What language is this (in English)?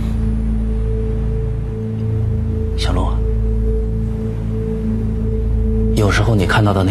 Chinese